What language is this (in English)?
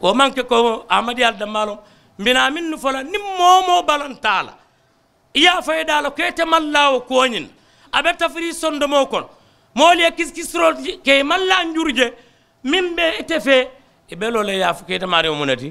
Mandingo